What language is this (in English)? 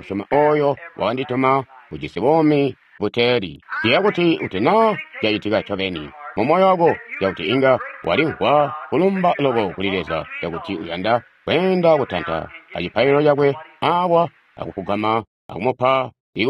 Tonga (Zambia)